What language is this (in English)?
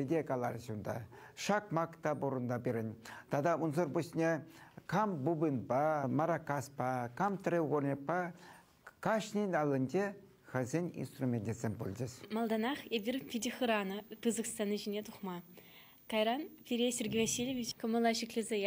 Chuvash